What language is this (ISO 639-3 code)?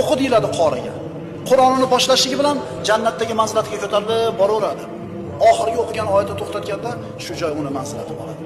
uzb